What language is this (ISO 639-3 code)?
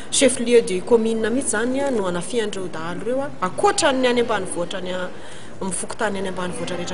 mlg